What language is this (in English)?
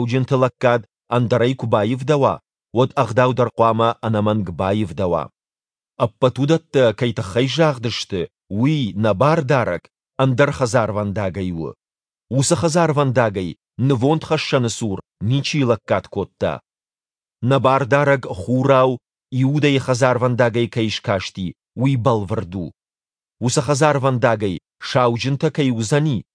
Ossetic